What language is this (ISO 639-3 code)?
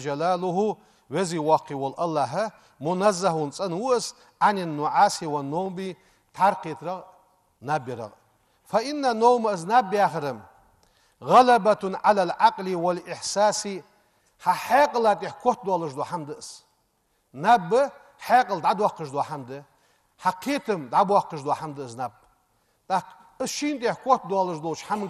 inh